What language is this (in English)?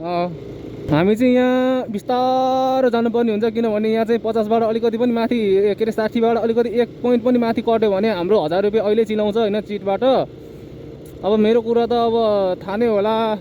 Nepali